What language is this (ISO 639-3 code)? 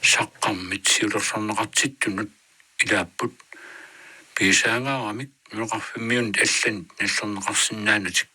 kal